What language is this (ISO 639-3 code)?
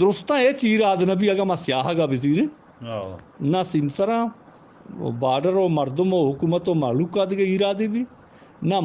bgp